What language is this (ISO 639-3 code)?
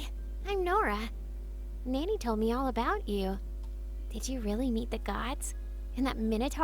bar